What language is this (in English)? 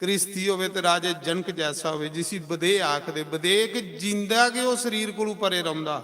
Dogri